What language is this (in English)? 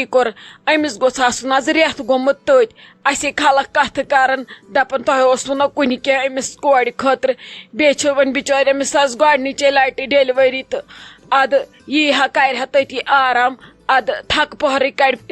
Kashmiri